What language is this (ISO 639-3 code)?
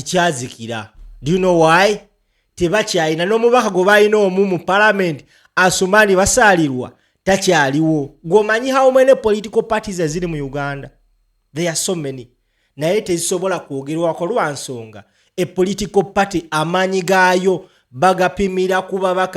lug